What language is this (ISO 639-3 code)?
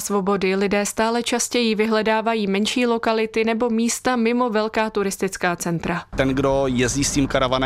ces